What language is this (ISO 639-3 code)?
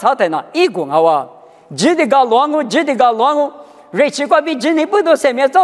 lis